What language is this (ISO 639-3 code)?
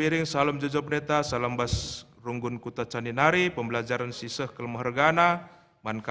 btx